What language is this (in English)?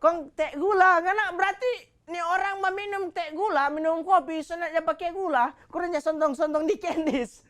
Manado Malay